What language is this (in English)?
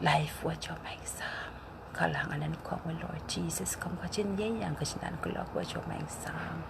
Pohnpeian